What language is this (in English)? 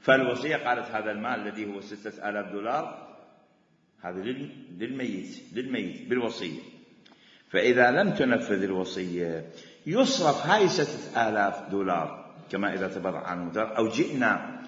Mesopotamian Arabic